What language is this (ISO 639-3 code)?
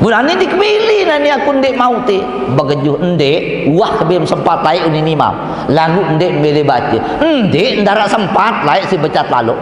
sas